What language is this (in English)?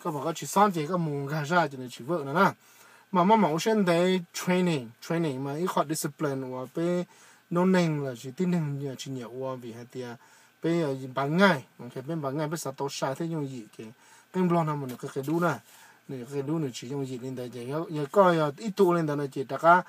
Hmong